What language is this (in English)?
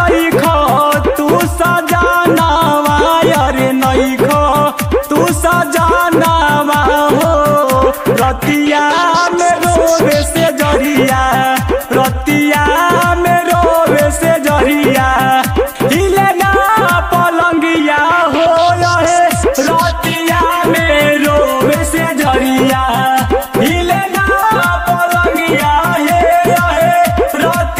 Bhojpuri